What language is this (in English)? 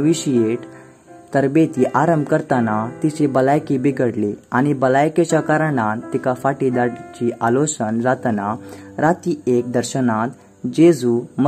Konkani